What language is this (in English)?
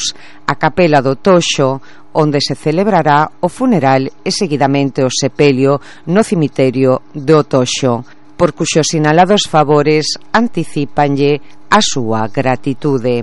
Galician